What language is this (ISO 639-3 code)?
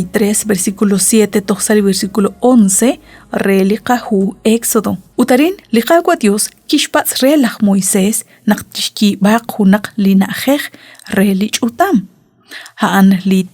kek